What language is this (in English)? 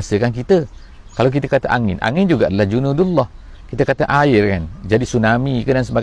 Malay